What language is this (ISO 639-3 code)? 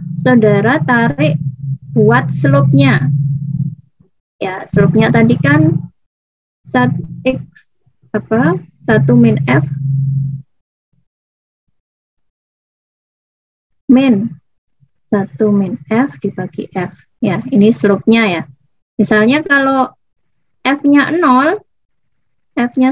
ind